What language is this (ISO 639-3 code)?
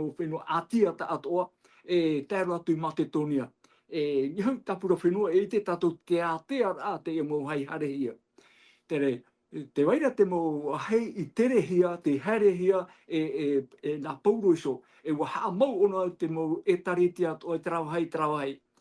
tah